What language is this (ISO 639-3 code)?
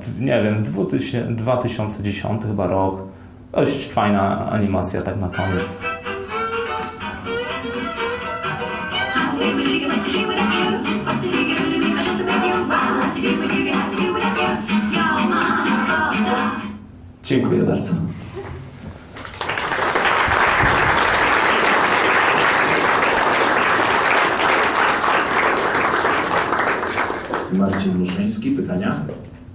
pol